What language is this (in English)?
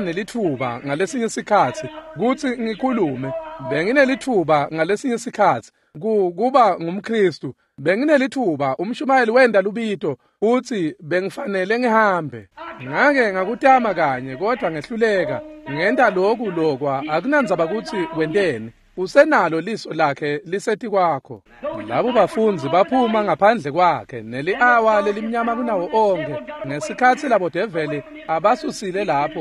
Swati